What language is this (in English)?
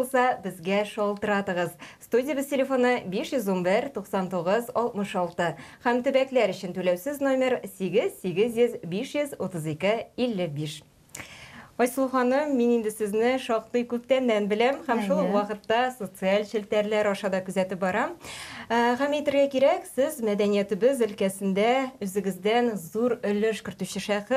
Tatar